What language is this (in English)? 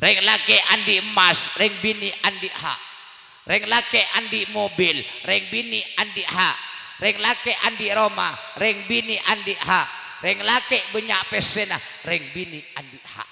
Madurese